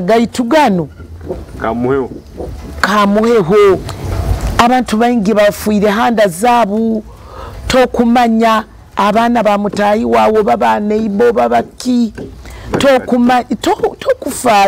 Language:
Nyoro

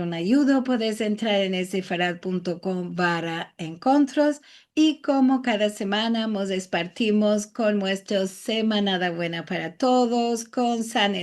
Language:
Ladino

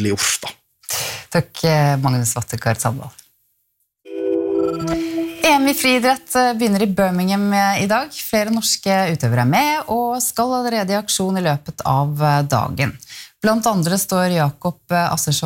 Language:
Norwegian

